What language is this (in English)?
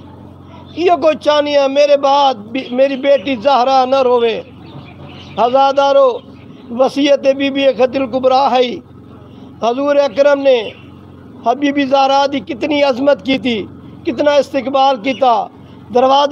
Saraiki